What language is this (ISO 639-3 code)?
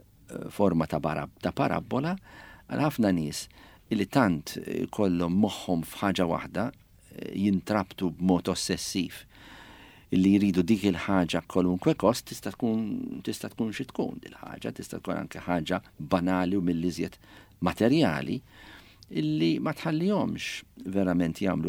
mlt